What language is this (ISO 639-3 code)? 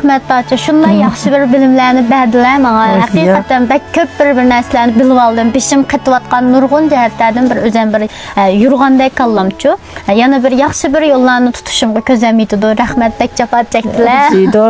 uig